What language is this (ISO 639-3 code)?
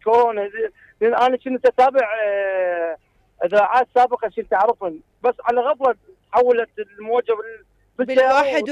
acm